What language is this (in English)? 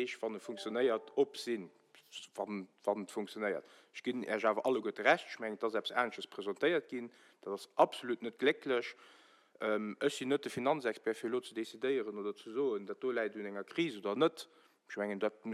Luxembourgish